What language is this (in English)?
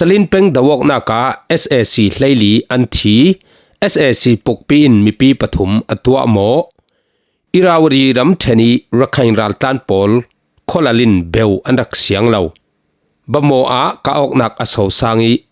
Falam Chin